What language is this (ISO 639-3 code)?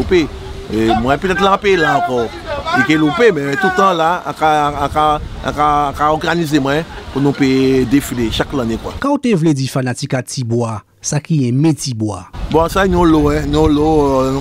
gcf